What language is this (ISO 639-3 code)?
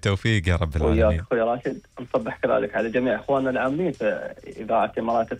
afb